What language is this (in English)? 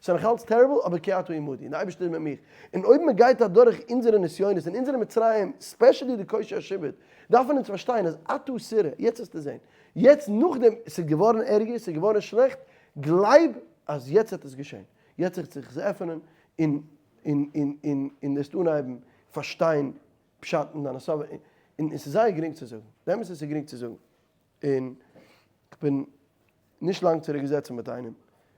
Yiddish